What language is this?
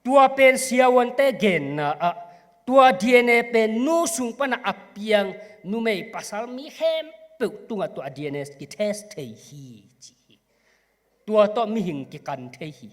Tedim Chin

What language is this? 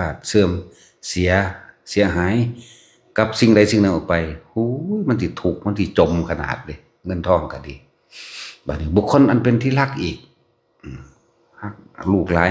Northeastern Thai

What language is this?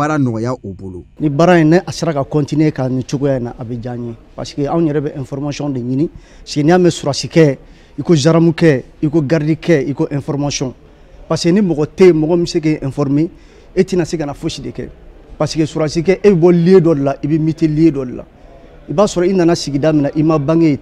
Bambara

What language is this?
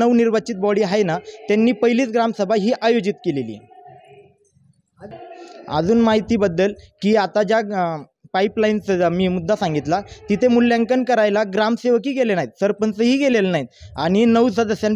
Marathi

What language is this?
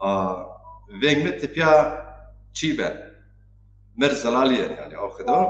Zaza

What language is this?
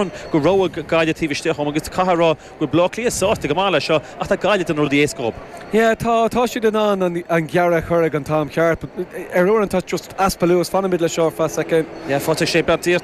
Irish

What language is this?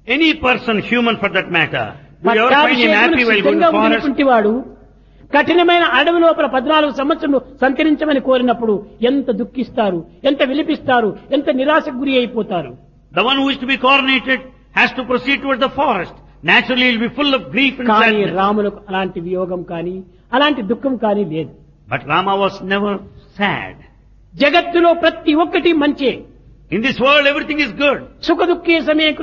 Telugu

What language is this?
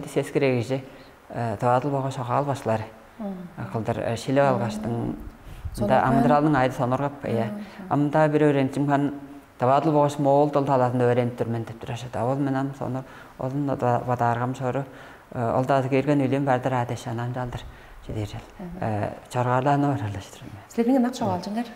Tuvinian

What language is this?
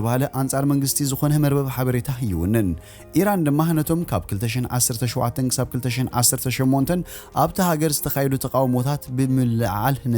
Tigrinya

